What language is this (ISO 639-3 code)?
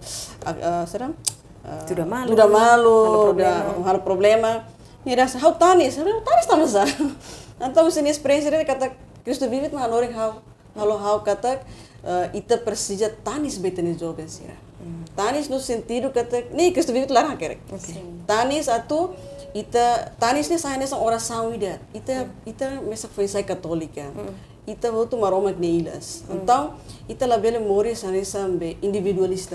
tet